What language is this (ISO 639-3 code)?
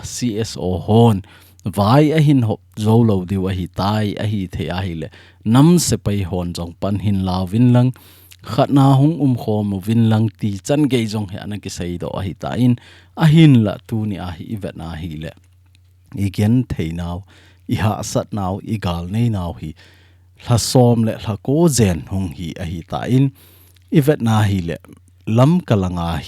tcz